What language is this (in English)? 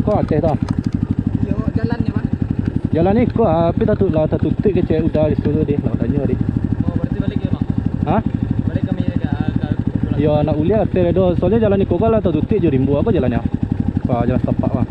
Minangkabau